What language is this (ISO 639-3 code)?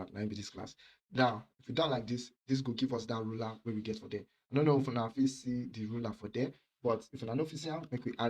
pcm